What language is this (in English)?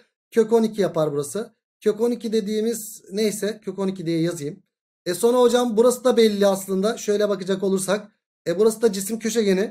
Turkish